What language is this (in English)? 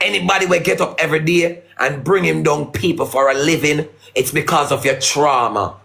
Jamaican Creole English